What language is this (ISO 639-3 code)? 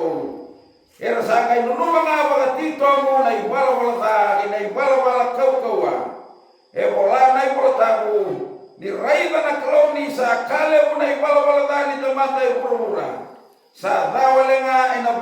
fij